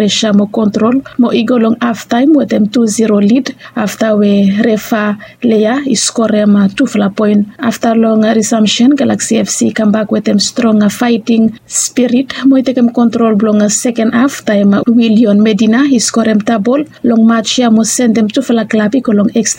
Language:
Bislama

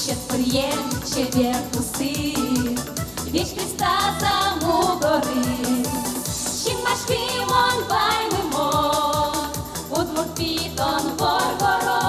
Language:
Udmurt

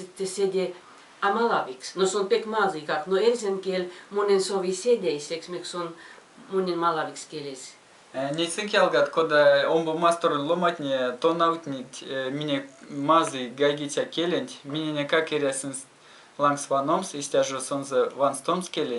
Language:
Erzya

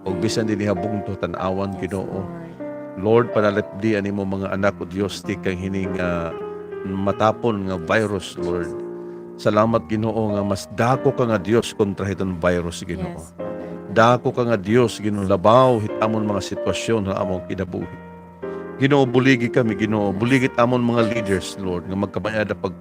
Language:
Waray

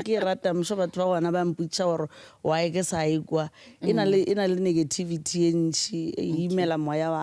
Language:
Northern Sotho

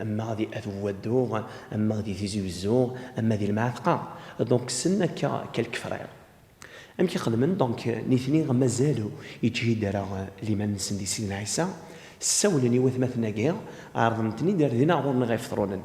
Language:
Kabyle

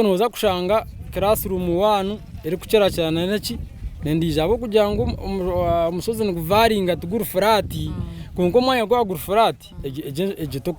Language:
Nyankole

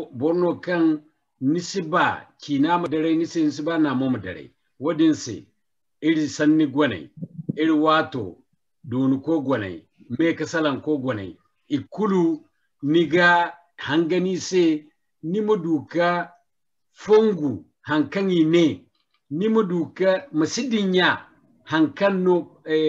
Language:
Zarma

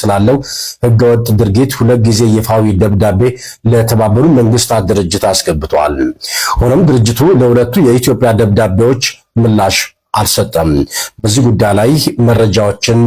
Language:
Amharic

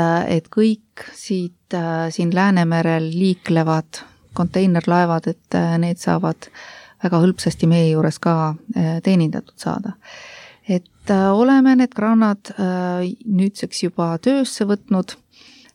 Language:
Estonian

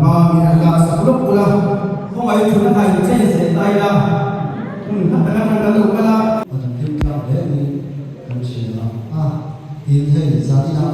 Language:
Mizo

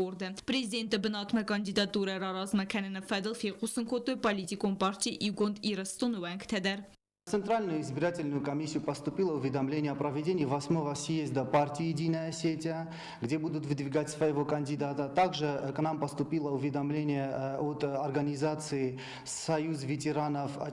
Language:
Ossetic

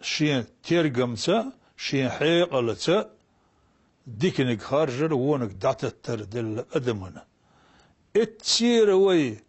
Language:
Chechen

